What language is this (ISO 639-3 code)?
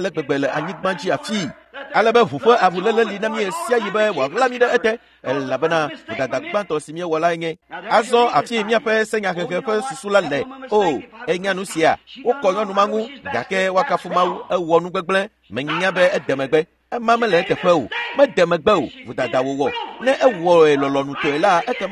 ewe